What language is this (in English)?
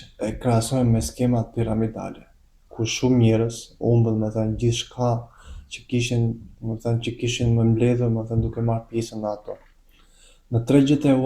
Albanian